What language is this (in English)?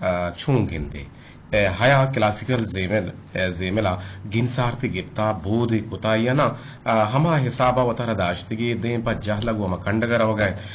Eastern Balochi